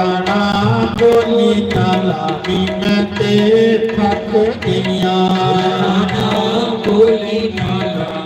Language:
Dogri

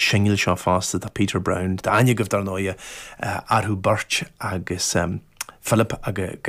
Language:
Irish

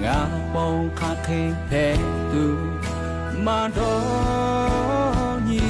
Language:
Lahu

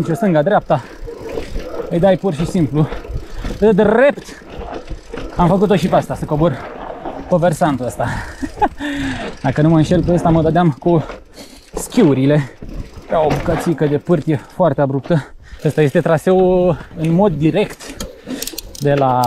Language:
Romanian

